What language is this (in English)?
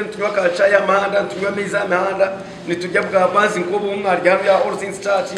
Nyankole